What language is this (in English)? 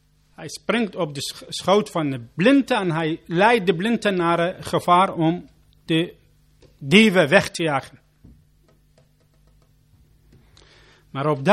Dutch